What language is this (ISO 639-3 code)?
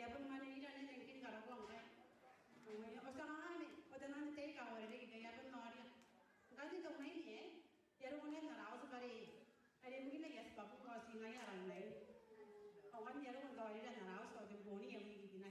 gil